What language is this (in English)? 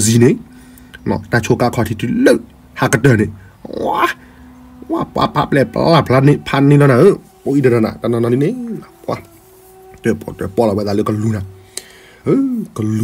S'gaw Karen